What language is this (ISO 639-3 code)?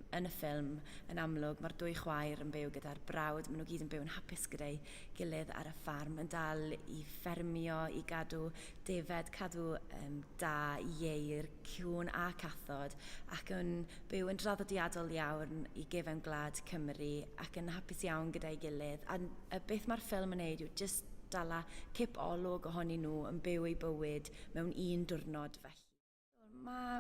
cym